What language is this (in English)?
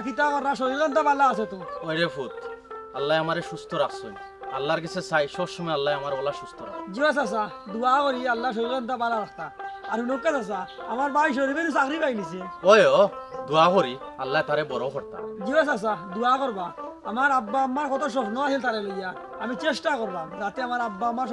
Sylheti